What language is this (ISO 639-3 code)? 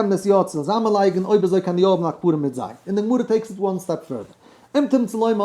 yid